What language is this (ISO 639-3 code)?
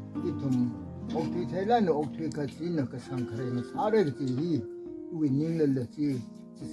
nmf